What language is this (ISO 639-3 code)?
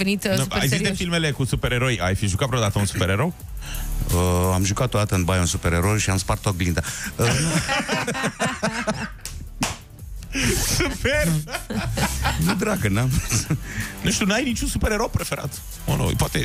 ron